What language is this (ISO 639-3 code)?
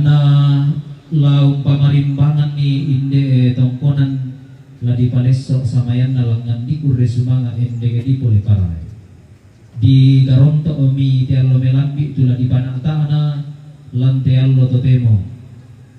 sda